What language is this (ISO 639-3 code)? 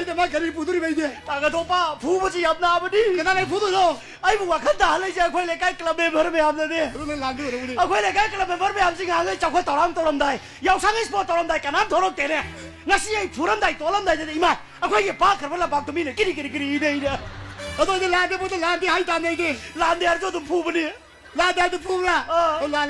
mni